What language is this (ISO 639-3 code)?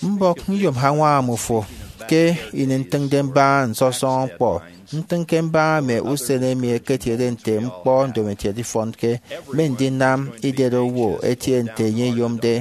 efi